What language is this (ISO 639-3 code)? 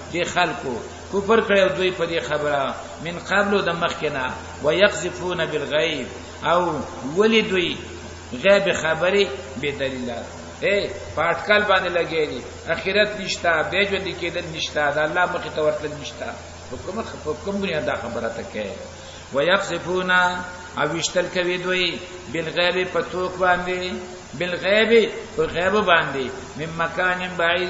pus